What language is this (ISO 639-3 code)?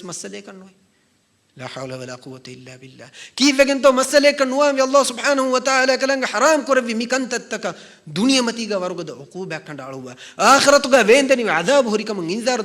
div